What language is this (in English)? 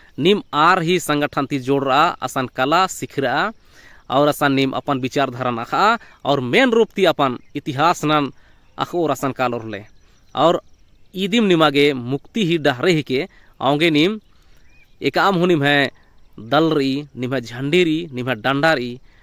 Kurukh